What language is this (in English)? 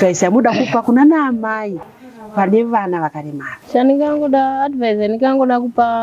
Shona